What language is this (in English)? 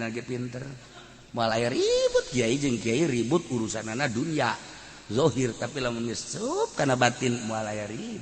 Sundanese